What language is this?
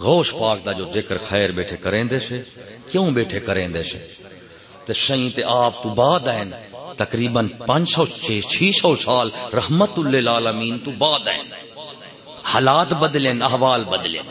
Saraiki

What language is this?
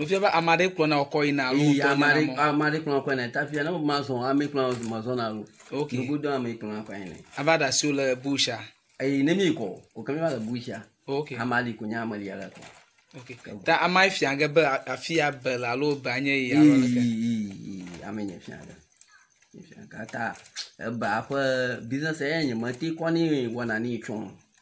Ewe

